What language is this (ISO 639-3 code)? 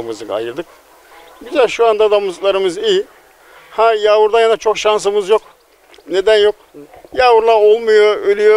tur